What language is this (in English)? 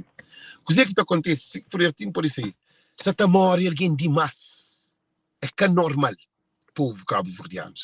Kabuverdianu